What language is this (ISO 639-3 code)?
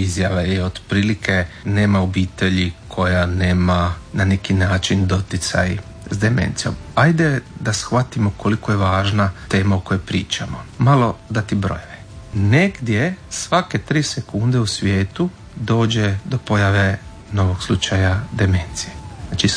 hrv